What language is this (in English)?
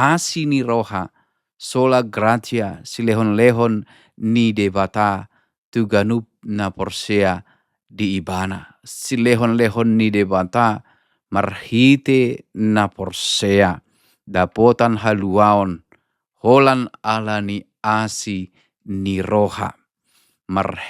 Batak Toba